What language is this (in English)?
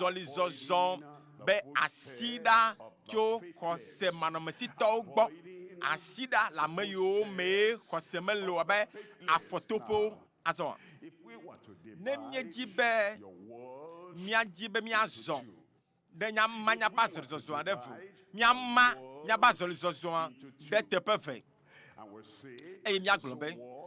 Ewe